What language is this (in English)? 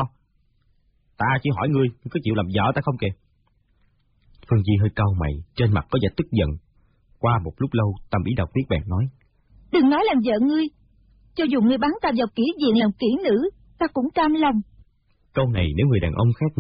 Vietnamese